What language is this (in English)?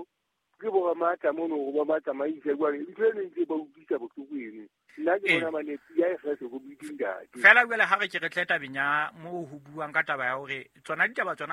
Southern Sotho